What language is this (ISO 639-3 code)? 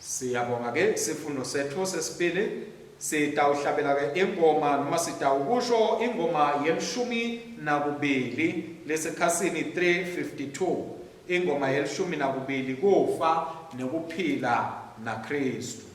ssw